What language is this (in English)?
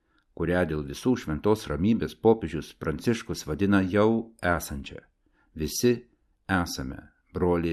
Lithuanian